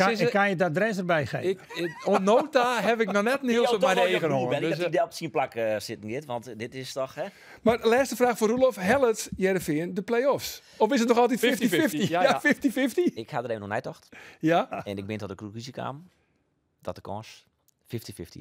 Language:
Western Frisian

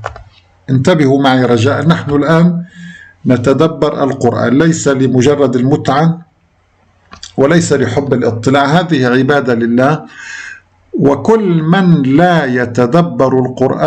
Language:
Arabic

